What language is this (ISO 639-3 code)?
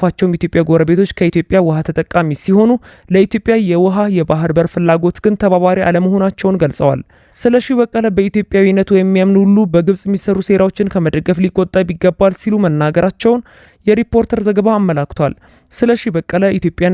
amh